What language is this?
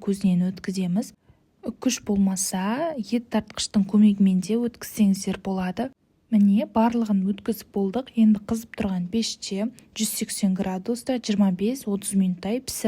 Kazakh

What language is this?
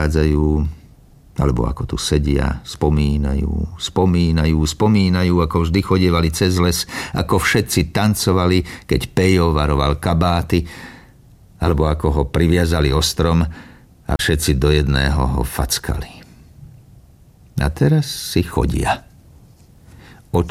Slovak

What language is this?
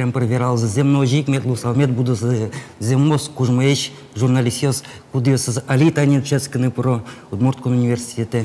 Udmurt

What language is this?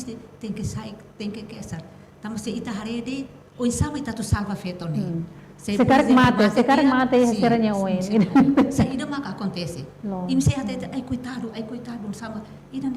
Tetum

